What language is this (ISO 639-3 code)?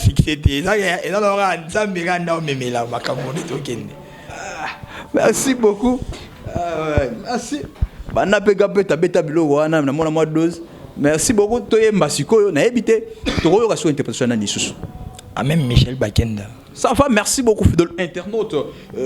lin